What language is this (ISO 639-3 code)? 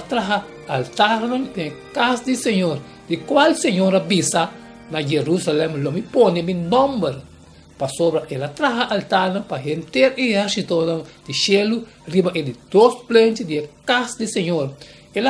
pap